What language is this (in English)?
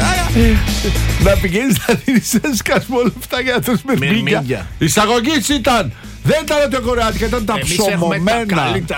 Greek